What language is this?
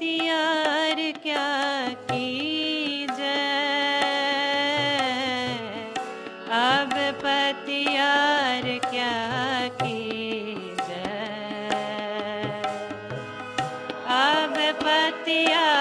Hindi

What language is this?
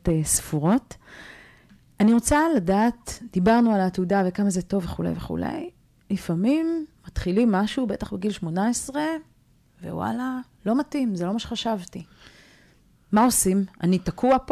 Hebrew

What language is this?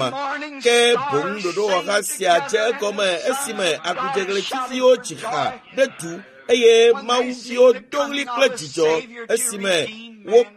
Ewe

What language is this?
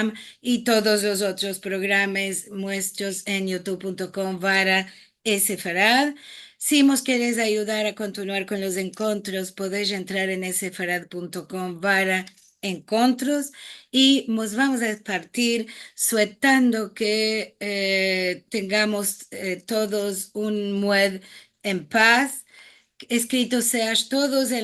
Ladino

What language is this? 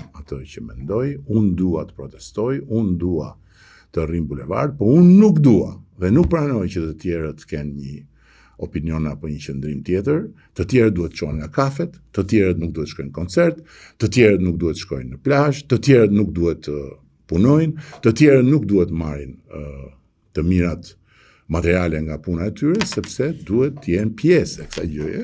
Albanian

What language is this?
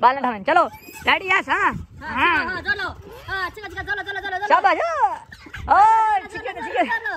Saraiki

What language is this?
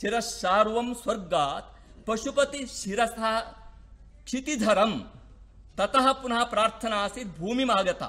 Sanskrit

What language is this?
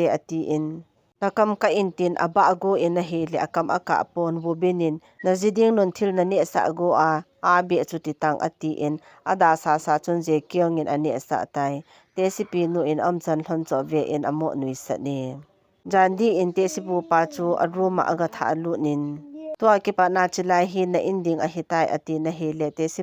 Thado Chin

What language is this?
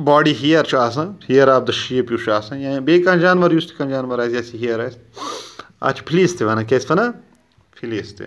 Kashmiri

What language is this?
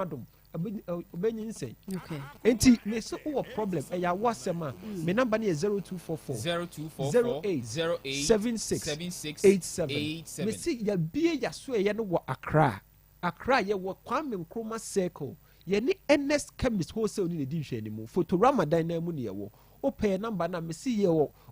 Akan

